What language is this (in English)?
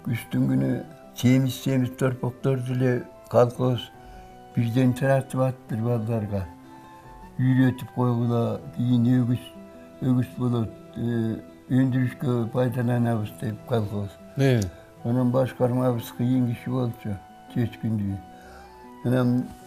Kyrgyz